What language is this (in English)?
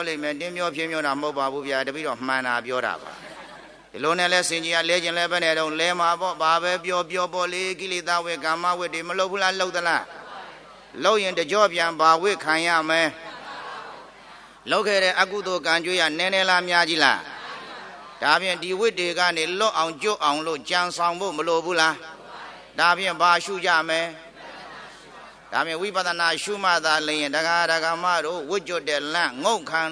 Burmese